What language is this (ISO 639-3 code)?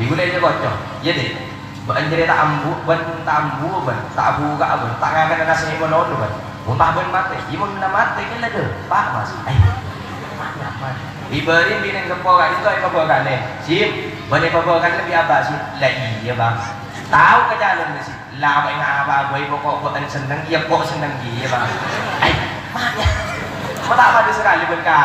mad